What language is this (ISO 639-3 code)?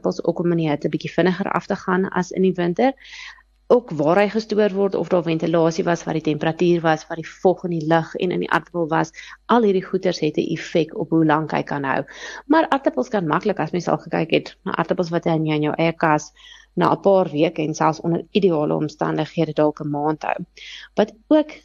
afr